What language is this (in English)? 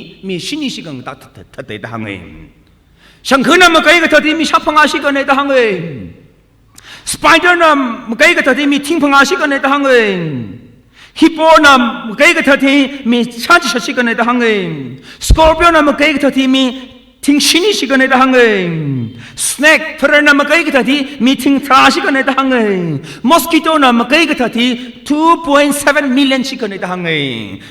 Tangkhul Naga (India)